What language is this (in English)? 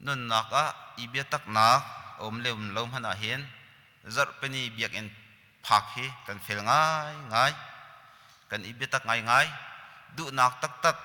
Hakha Chin